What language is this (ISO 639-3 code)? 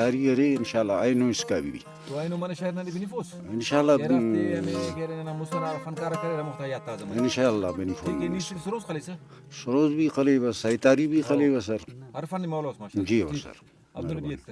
brh